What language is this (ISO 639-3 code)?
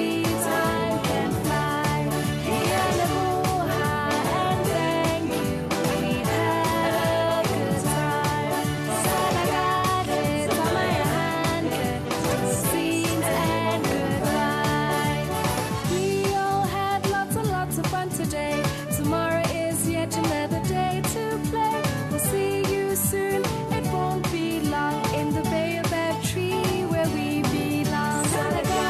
sot